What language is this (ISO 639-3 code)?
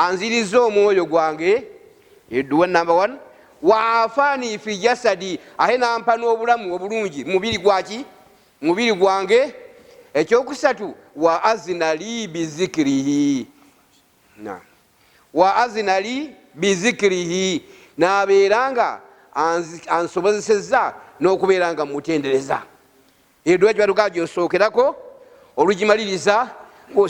lug